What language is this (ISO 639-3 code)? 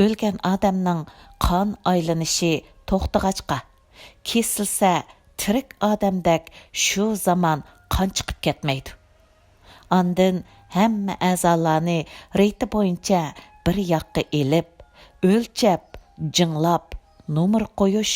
uig